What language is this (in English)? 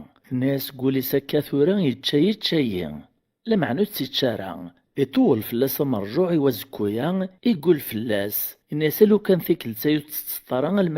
Kabyle